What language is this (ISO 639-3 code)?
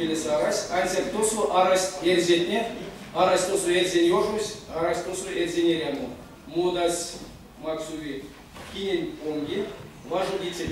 myv